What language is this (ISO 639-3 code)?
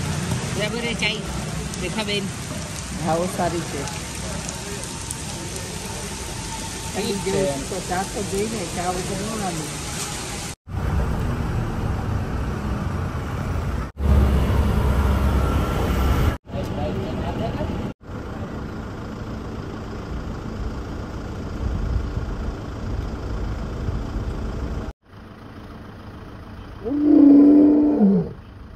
guj